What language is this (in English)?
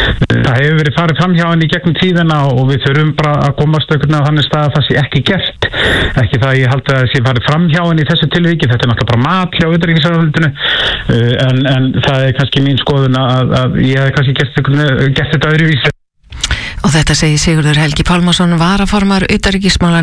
Icelandic